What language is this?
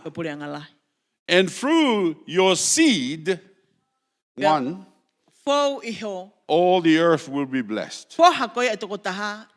Tongan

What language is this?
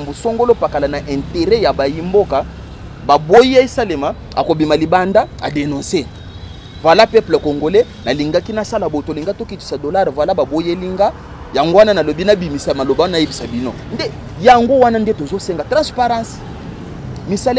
Lingala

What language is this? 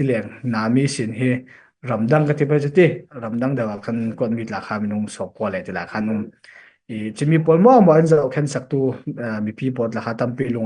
Falam Chin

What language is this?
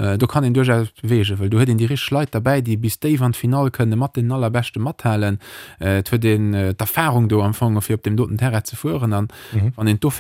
Luxembourgish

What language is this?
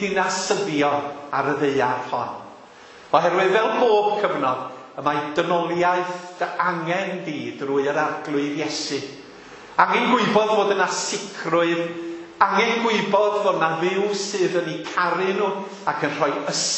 Welsh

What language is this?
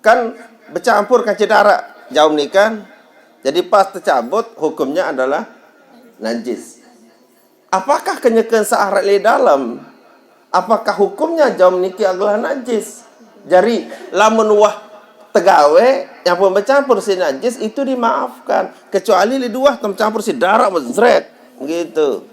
Sasak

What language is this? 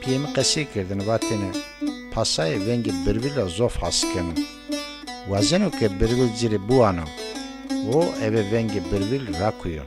Zaza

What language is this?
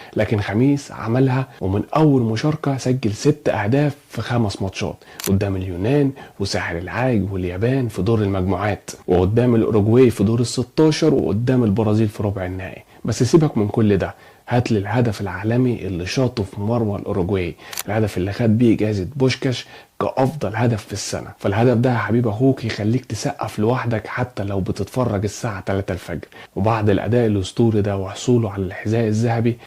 Egyptian Arabic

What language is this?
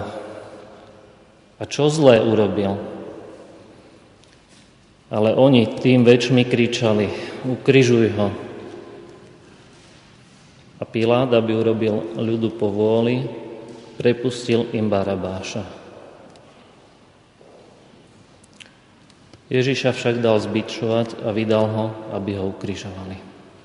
Slovak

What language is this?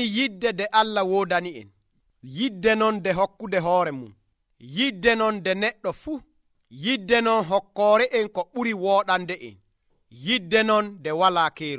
Nigerian Fulfulde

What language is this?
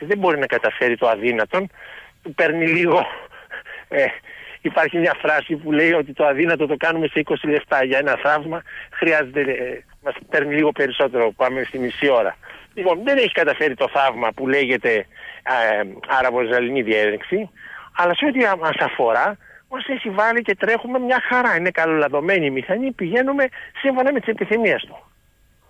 Greek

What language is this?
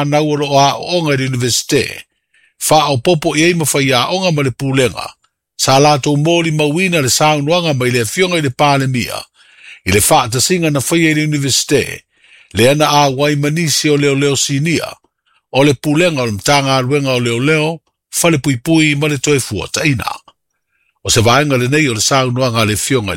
Samoan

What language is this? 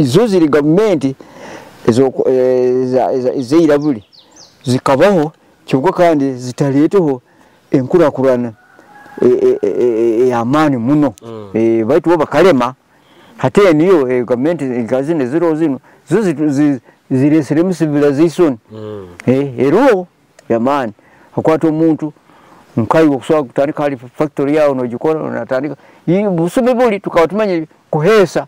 Nyoro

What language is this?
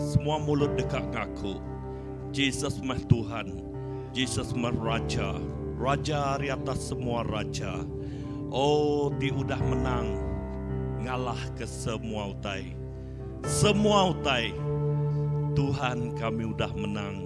Iban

